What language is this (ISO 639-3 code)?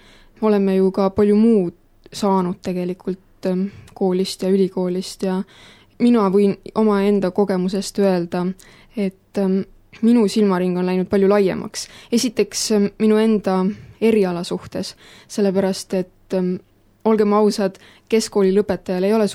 est